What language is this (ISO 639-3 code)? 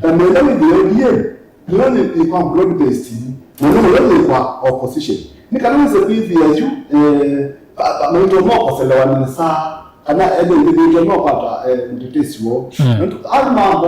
kam